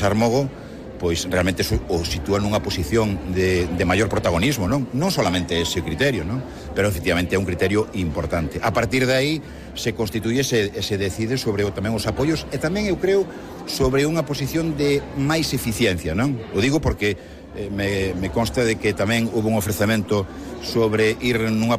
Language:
Galician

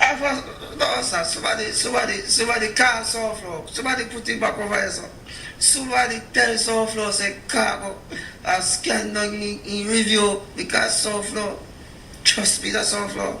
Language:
Jamaican Creole English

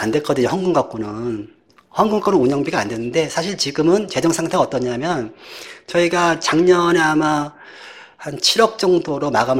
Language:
Korean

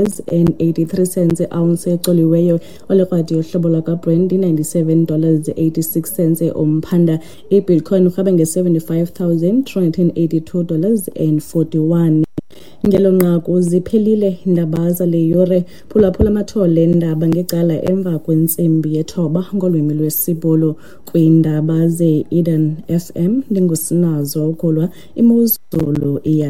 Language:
Xhosa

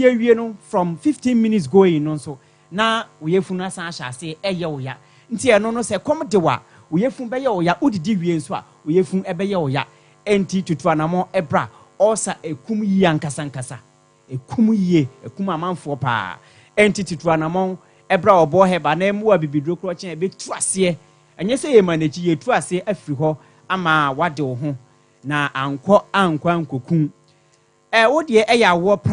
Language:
Akan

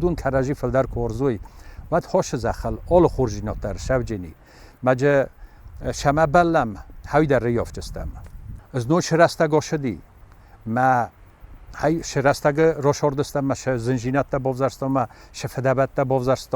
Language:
Ossetic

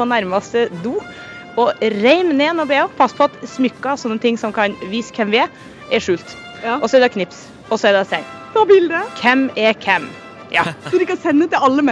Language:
Norwegian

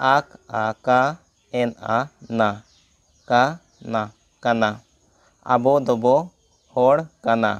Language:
Santali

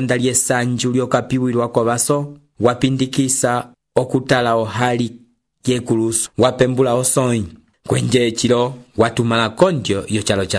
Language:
Umbundu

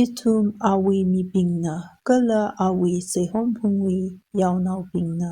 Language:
Tangkhul Naga (India)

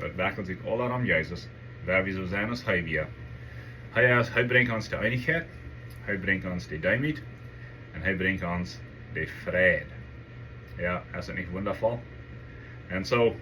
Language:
Plautdietsch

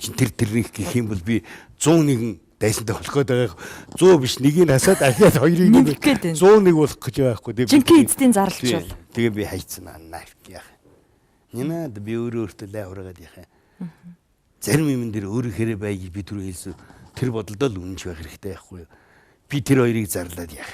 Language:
Mongolian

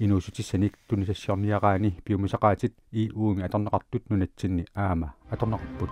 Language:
Kalaallisut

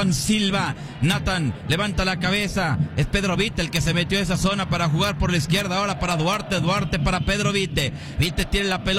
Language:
Spanish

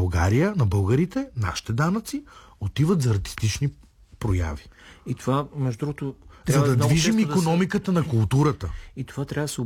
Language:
Bulgarian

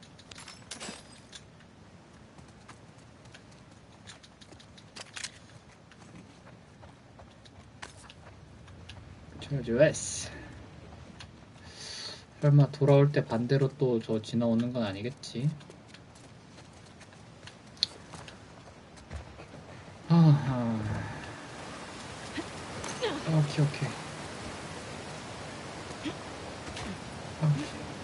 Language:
Korean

